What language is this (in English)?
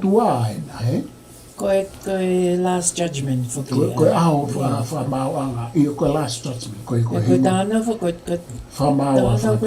Tongan